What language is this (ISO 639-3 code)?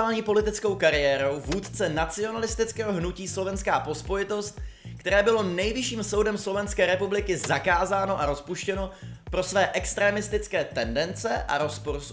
ces